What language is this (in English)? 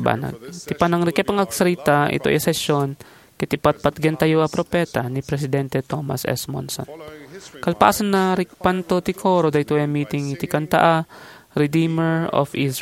Iloko